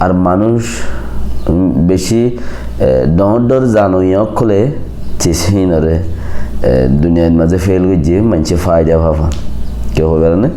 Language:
Rohingya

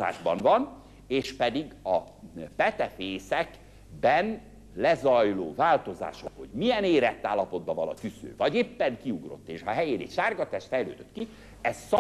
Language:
Hungarian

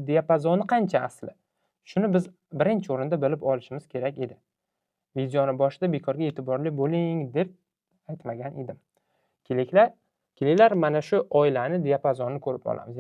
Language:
Uzbek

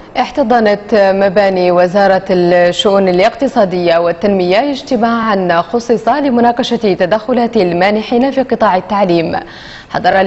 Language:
Arabic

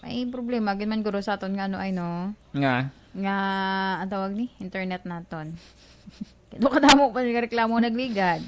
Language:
Hiligaynon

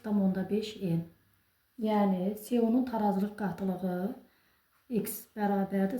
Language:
Azerbaijani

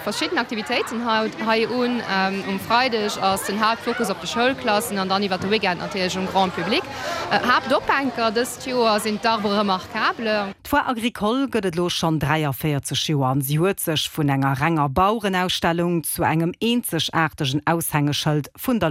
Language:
Luxembourgish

